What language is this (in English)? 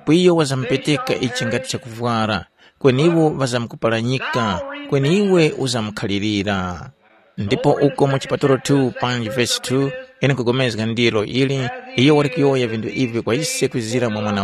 Tumbuka